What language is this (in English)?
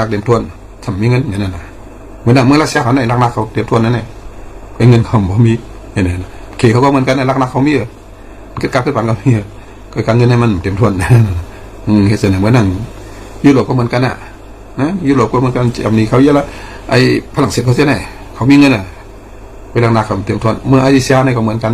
Shan